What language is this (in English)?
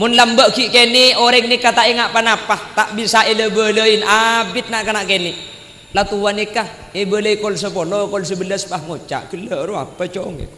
Madurese